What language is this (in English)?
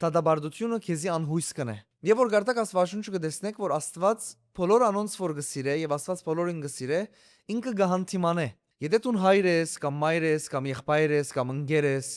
Western Armenian